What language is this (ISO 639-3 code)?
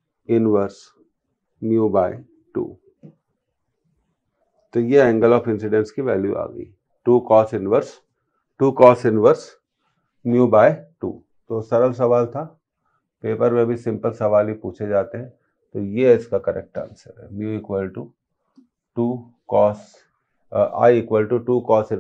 hin